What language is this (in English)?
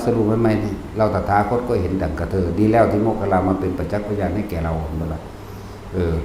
Northeastern Thai